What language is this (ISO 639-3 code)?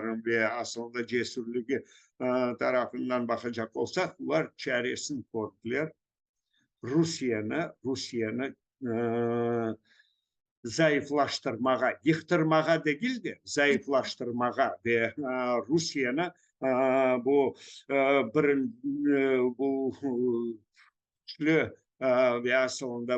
crh